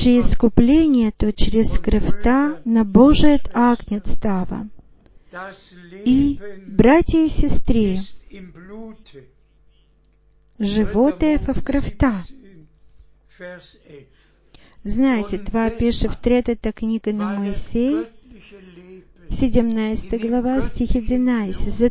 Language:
Bulgarian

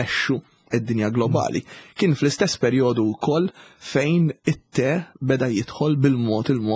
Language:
Maltese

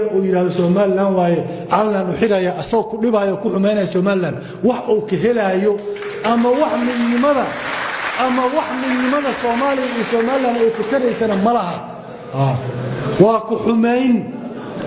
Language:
Somali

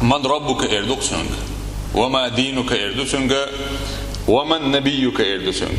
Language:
Chechen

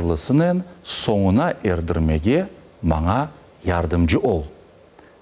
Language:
Crimean Tatar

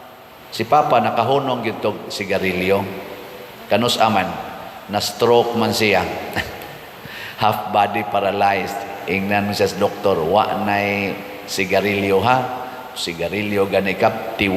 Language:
Cebuano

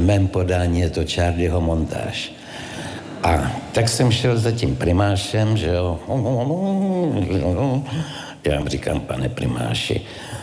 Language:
Czech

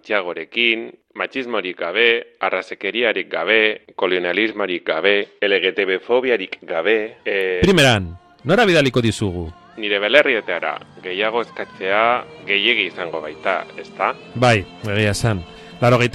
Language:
Basque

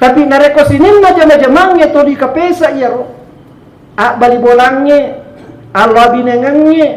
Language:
Buginese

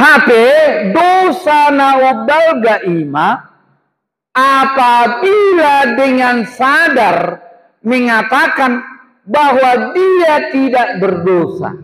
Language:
Batak Toba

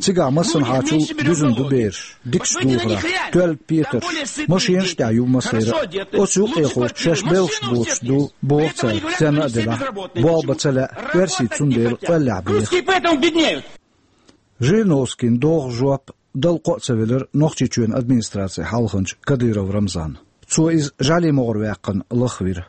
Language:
Chechen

